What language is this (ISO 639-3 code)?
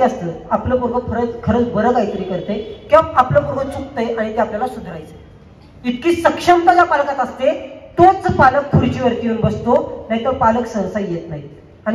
mar